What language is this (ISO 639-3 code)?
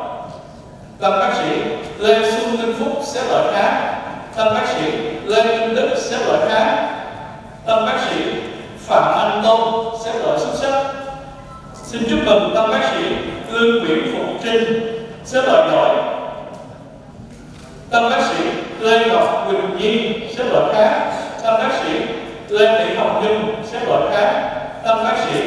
vie